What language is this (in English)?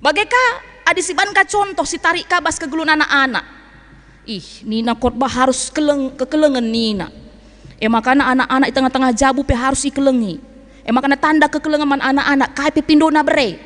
Batak Karo